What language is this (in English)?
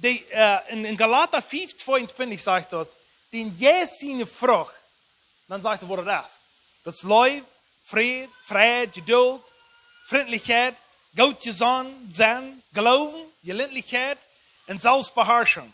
Plautdietsch